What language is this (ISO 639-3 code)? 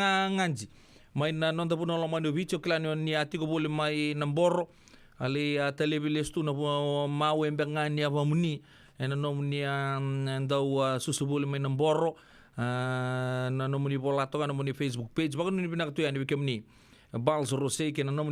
fij